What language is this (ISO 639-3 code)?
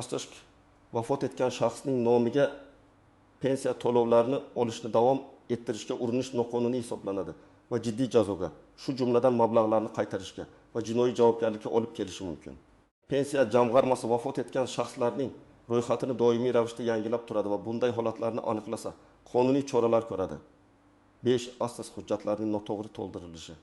uzb